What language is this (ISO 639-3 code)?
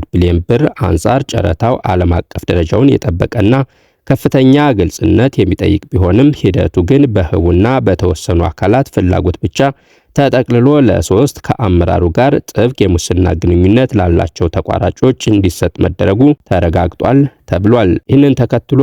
amh